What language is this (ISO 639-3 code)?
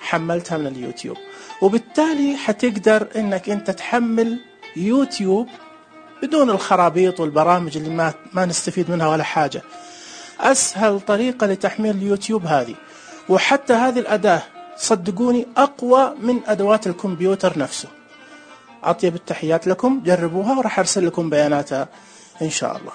ars